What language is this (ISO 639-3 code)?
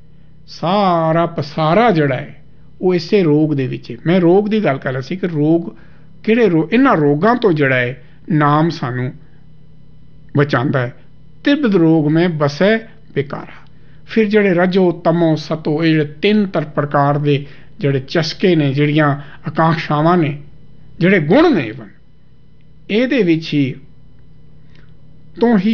pan